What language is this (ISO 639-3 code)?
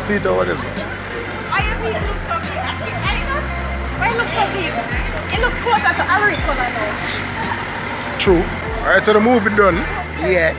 jam